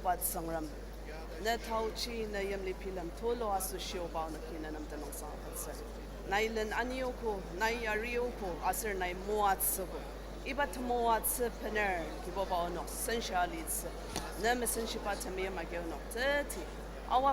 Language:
Ao Naga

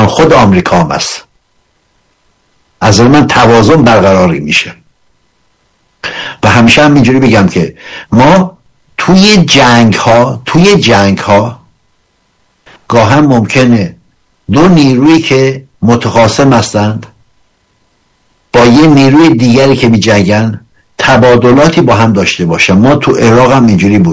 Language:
Persian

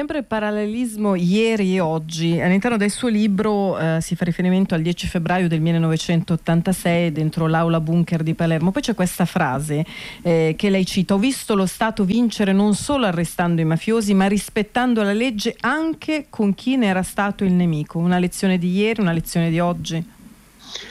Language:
Italian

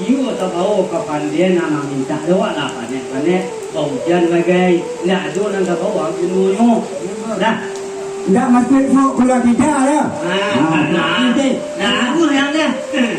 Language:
Minangkabau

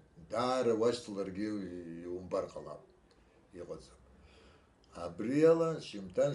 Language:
Abkhazian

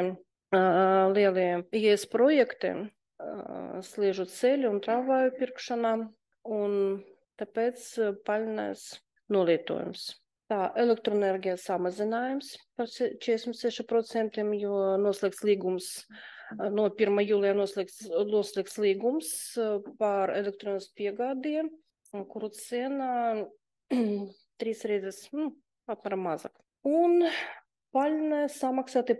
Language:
Latvian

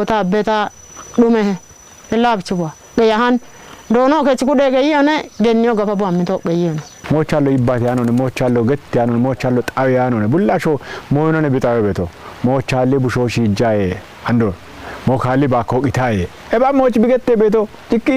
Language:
Kafa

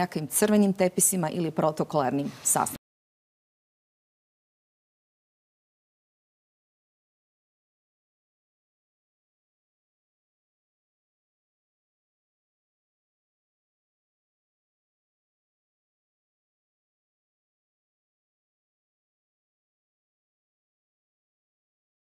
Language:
Croatian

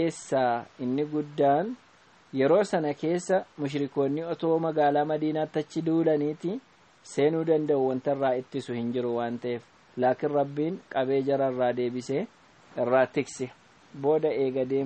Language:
Oromo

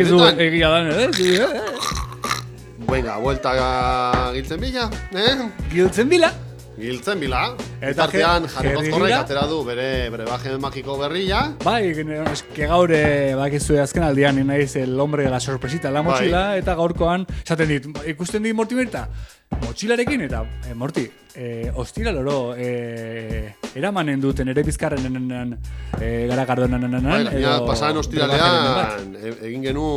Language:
Basque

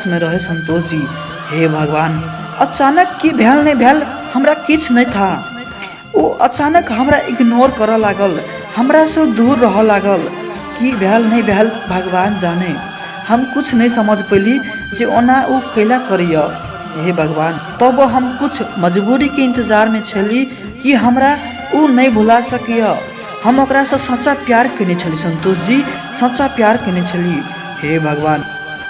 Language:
Maithili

